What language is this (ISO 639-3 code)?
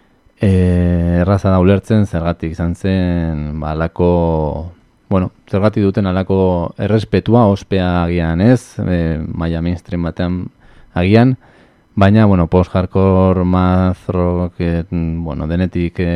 eus